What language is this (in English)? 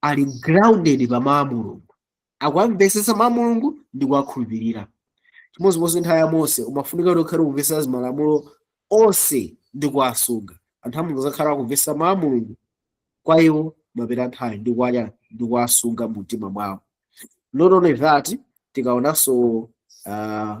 Nyanja